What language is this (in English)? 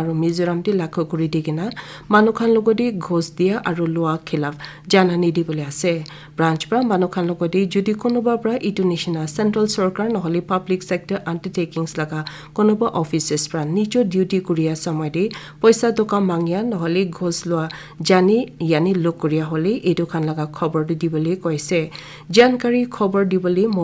Naga Pidgin